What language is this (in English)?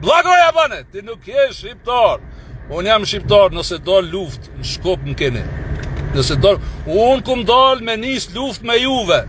Albanian